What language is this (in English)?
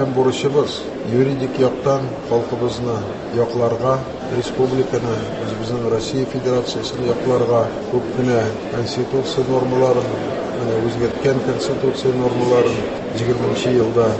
Tatar